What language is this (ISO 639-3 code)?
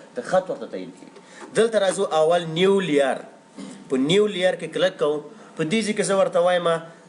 pus